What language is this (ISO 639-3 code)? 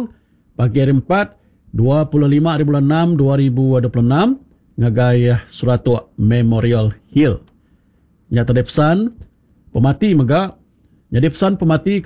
iba